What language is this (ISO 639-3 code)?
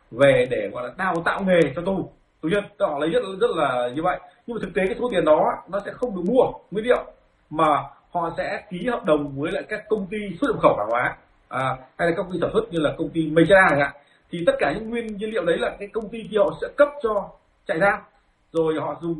vie